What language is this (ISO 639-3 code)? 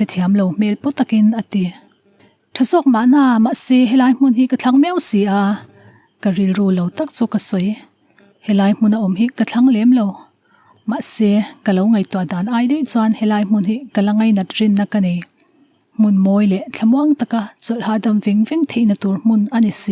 lus